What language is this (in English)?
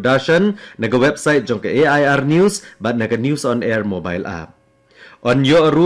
Khasi